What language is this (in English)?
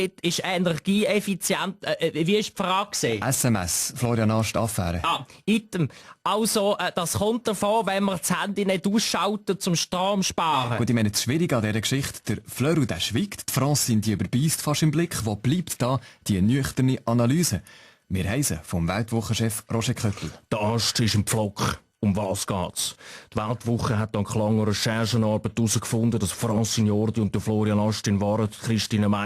Swiss German